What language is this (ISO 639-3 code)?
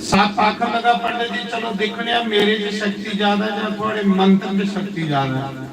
doi